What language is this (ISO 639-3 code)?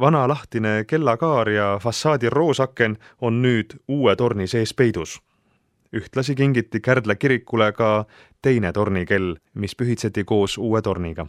est